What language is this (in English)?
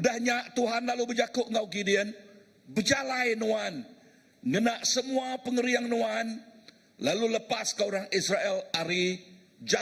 Iban